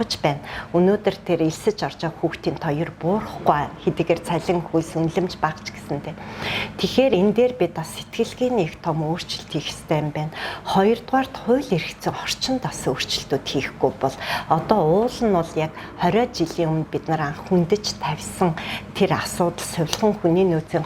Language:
Mongolian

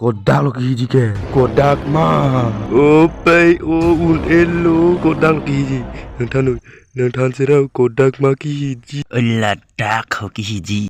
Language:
Karbi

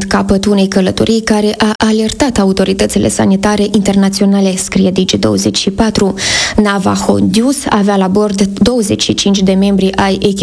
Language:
Romanian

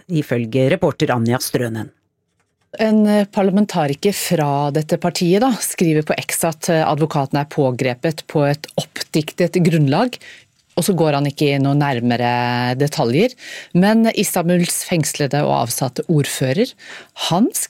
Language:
Norwegian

